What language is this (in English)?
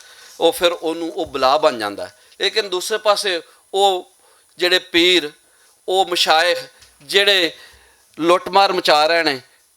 Western Panjabi